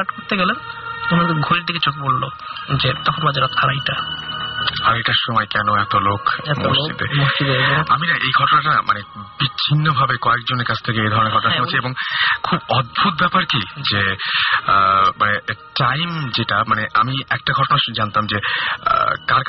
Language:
Bangla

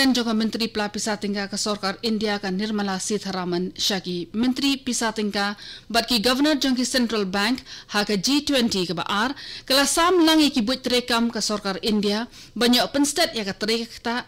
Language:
Khasi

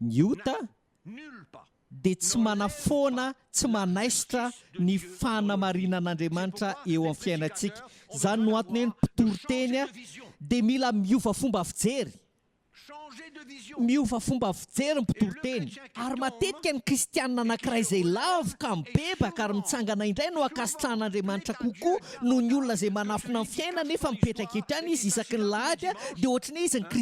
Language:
Malagasy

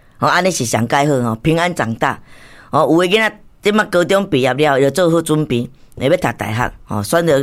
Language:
Min Nan Chinese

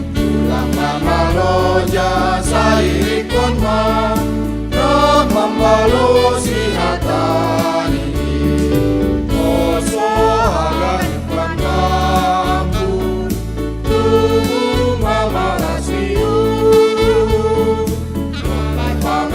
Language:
Batak Simalungun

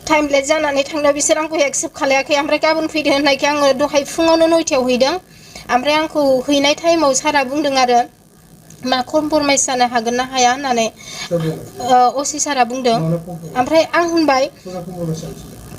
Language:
Bodo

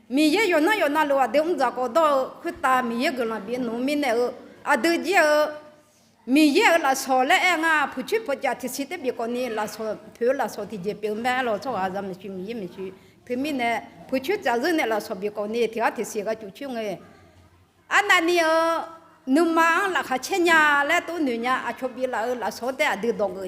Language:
Akha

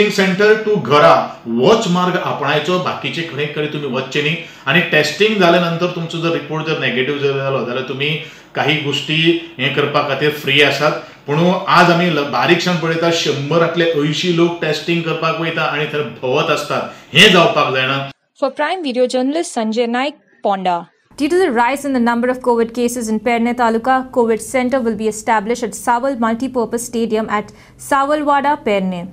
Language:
Konkani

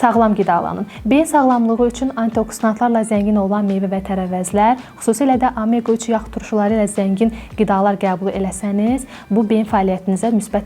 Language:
Azerbaijani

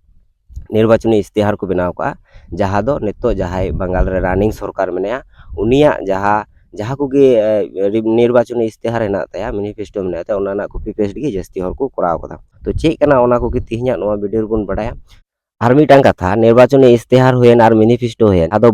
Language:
Santali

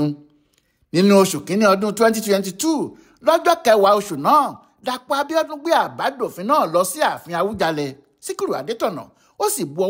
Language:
Yoruba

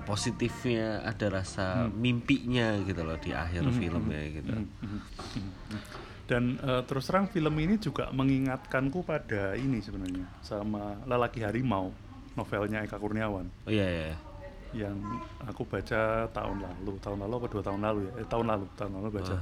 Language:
Indonesian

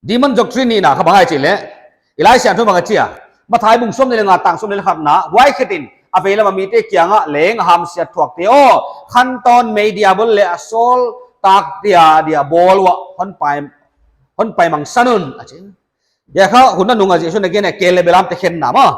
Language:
Paite Chin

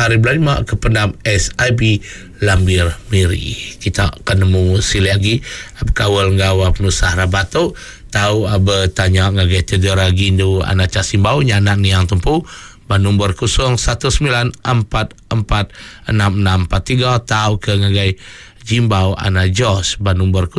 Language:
Iban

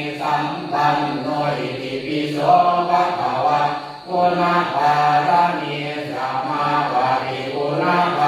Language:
Pali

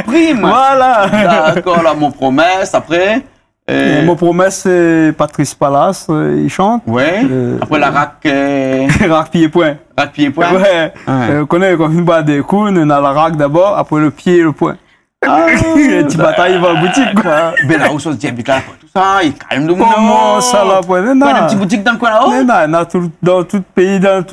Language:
Réunion Creole French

